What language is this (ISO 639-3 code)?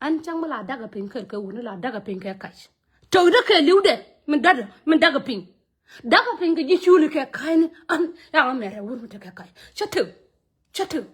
nus